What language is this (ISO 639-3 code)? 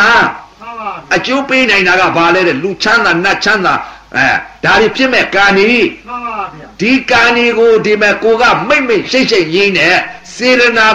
mya